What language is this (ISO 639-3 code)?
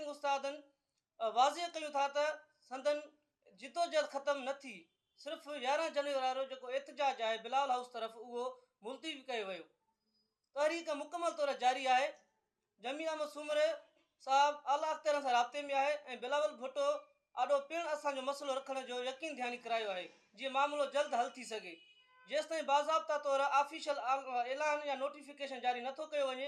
snd